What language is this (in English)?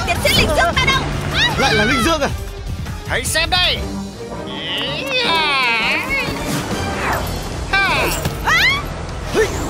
Vietnamese